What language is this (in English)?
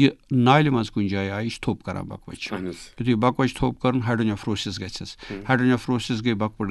Kashmiri